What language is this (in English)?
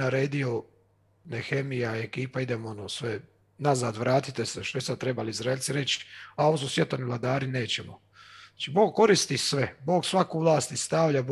Croatian